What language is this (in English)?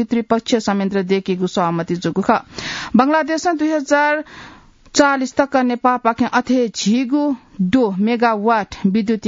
Newari